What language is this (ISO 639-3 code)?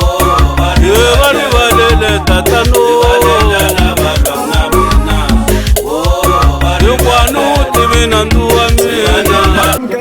tso